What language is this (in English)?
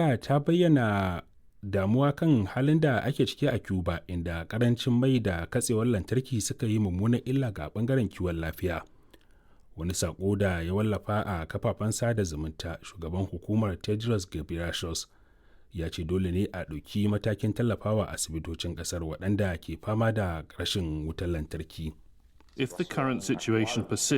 Hausa